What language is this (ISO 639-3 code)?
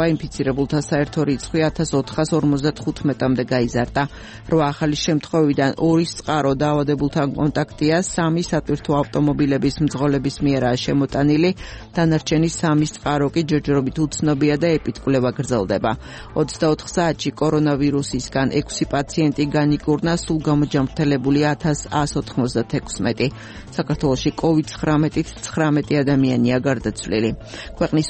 kat